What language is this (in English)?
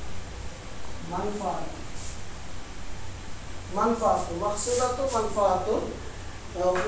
Bangla